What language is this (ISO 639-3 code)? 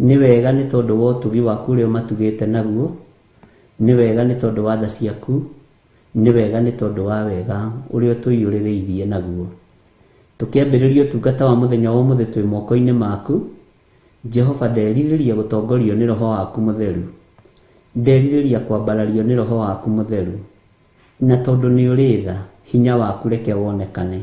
kik